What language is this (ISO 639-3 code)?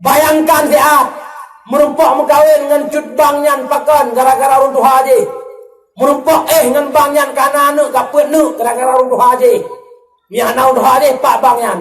ace